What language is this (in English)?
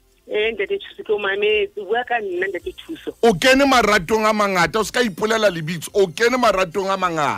Southern Sotho